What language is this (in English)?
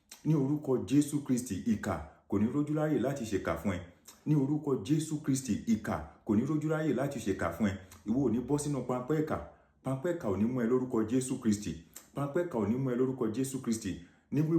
Yoruba